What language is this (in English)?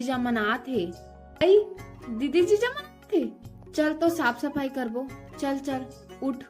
Chhattisgarhi